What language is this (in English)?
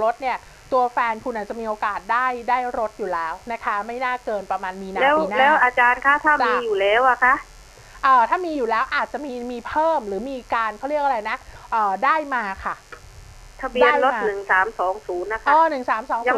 Thai